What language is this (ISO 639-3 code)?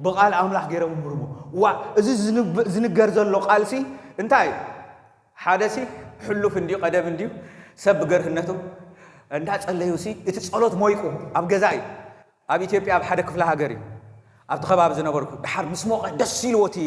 tir